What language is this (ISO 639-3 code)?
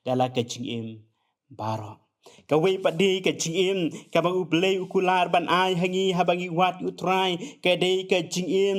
kha